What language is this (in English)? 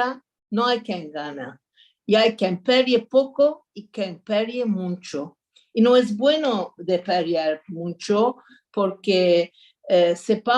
Ladino